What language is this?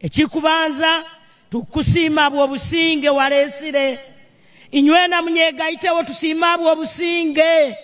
Nyankole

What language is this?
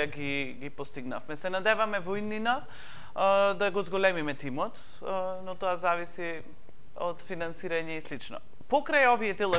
Macedonian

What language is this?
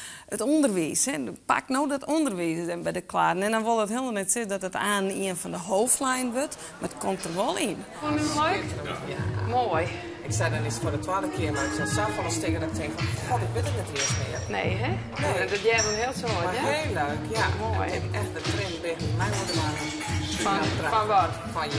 Western Frisian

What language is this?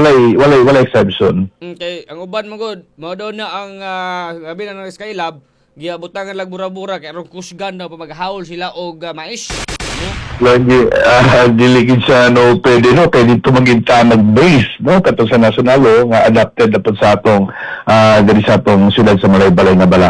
Cebuano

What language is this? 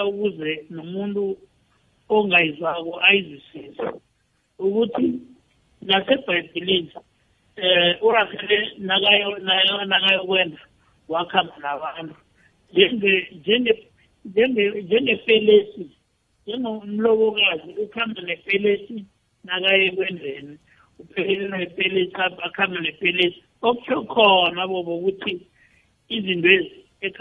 South Ndebele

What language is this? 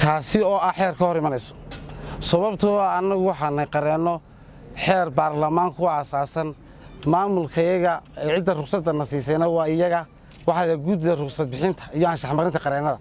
Somali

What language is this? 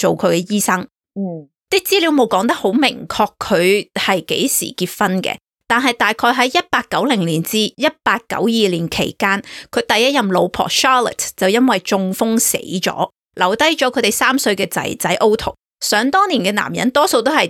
Cantonese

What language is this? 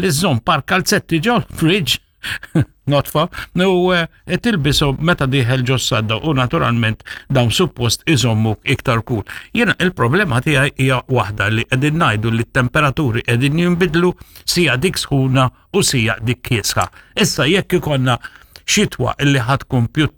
Maltese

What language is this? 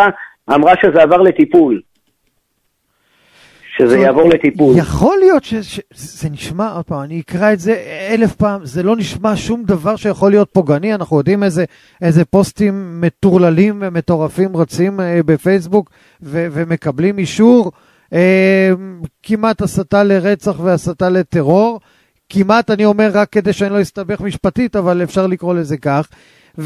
Hebrew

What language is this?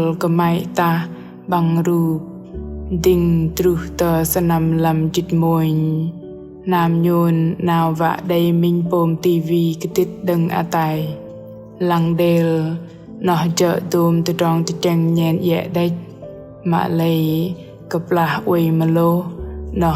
Bahnar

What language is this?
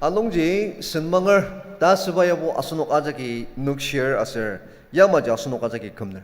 Ao Naga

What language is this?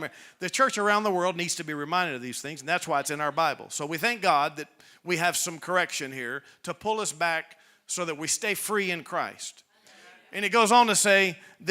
English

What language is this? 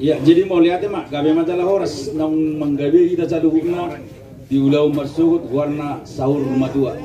Batak Toba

